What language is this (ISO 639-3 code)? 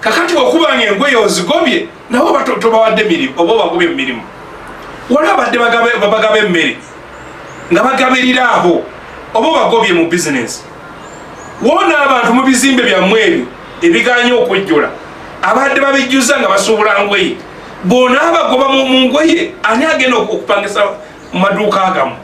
lug